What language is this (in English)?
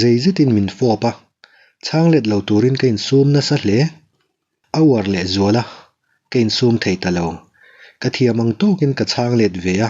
Mizo